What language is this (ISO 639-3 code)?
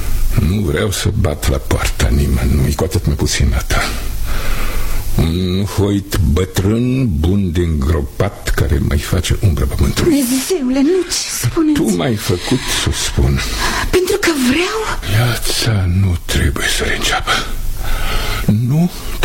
ron